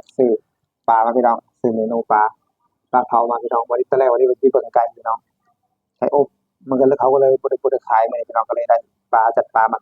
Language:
Northeastern Thai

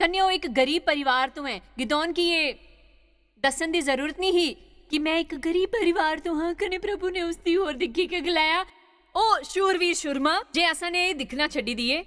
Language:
Dogri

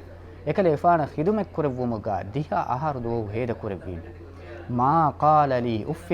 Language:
Divehi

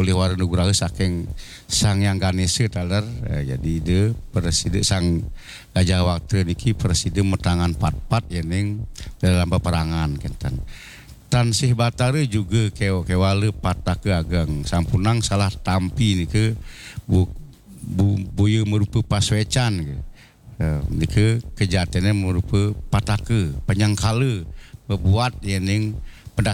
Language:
Balinese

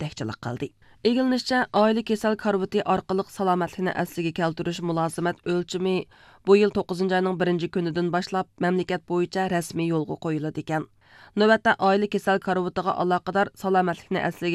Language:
Uyghur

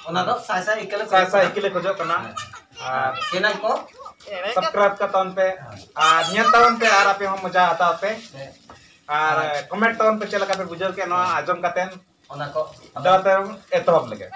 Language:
Santali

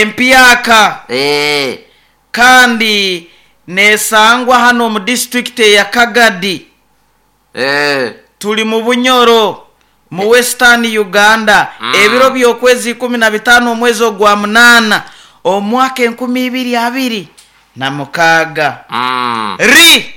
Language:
Nyoro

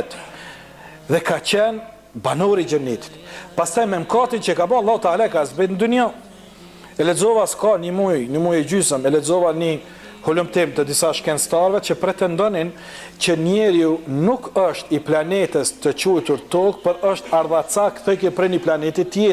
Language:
Albanian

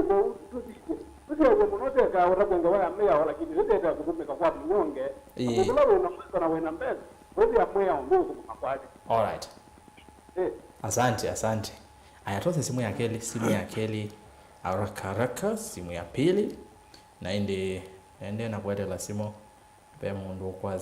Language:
Kamba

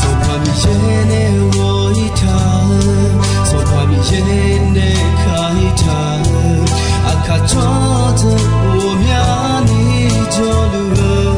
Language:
Akha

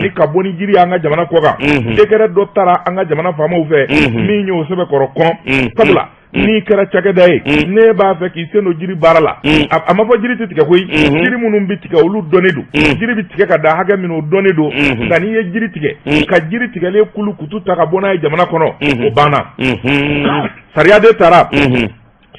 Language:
Bambara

